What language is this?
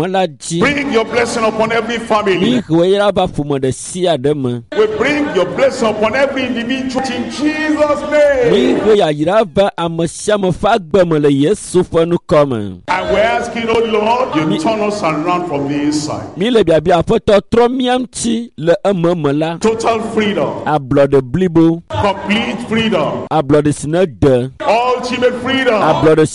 Ewe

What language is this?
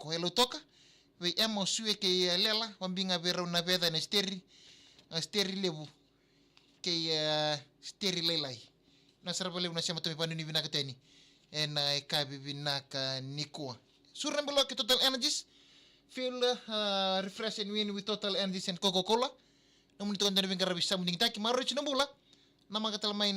Fijian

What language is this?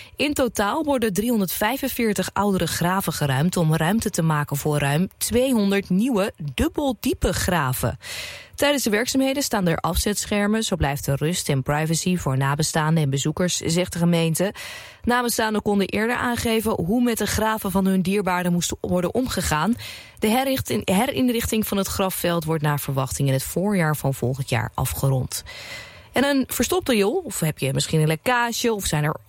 Dutch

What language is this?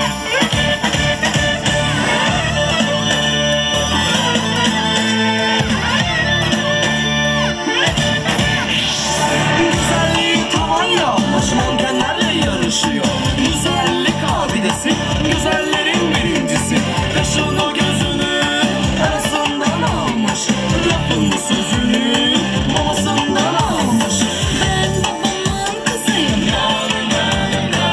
Turkish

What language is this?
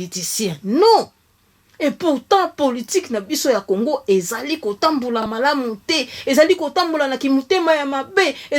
Lingala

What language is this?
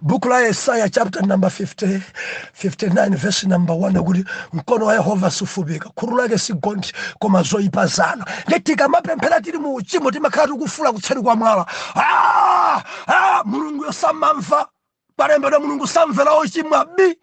Nyanja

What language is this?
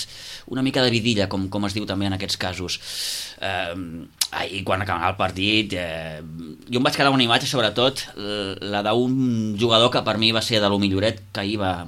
Catalan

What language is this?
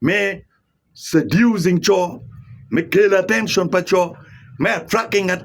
Acoli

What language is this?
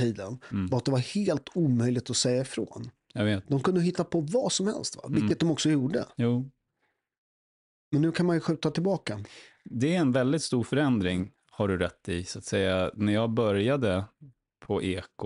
Swedish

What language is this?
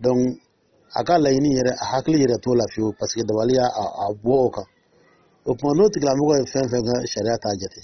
Dyula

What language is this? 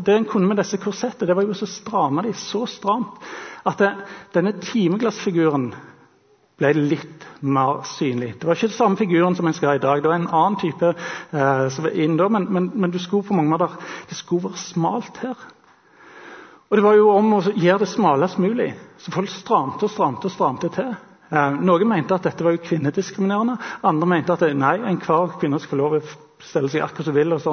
Norwegian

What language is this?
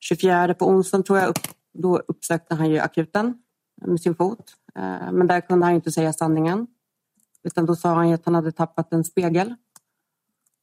Swedish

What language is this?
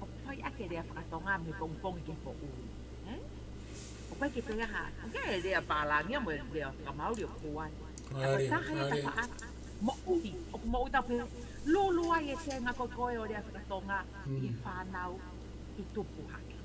Tongan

